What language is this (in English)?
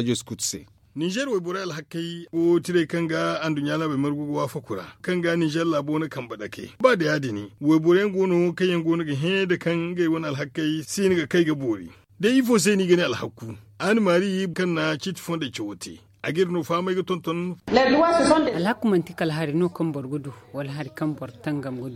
Zarma